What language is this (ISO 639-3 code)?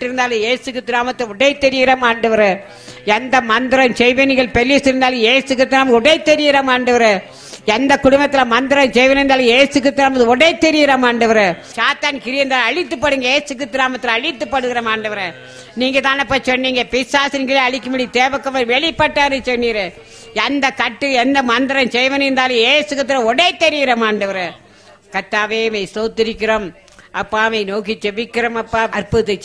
tam